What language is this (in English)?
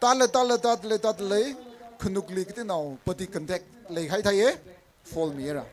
Tangkhul Naga (India)